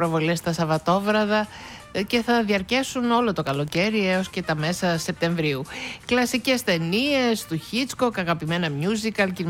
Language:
Greek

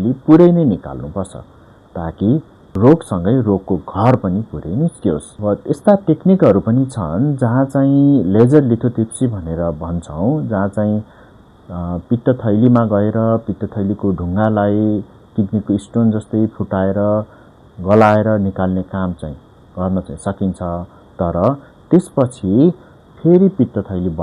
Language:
Nepali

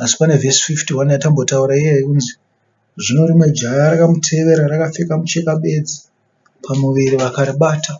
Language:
Shona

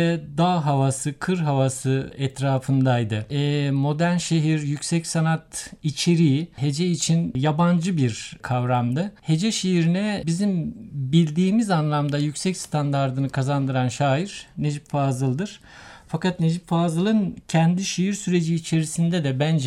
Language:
Turkish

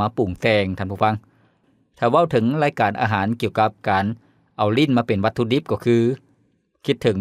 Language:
Lao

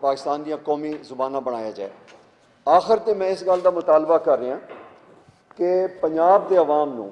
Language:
Western Panjabi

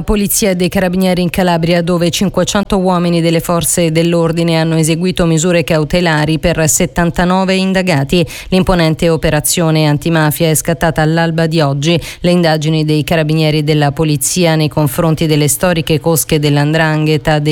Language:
Italian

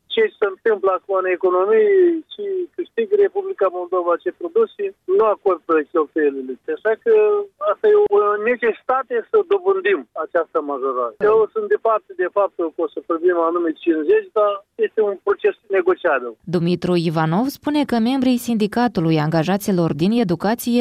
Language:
Romanian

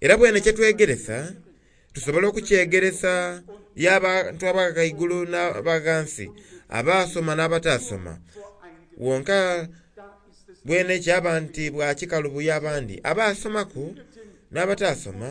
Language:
Soga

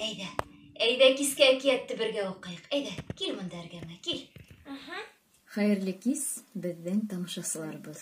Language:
Bashkir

